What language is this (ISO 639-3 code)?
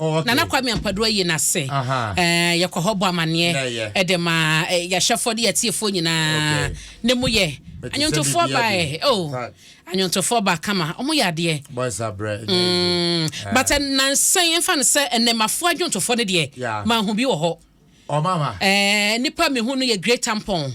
aka